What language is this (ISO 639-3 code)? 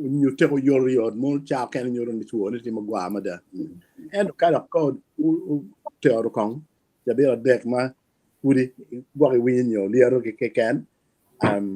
ach